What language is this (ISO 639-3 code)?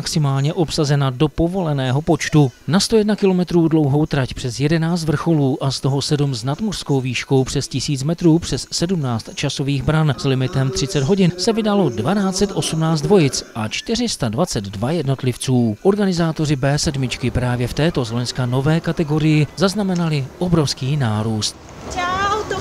ces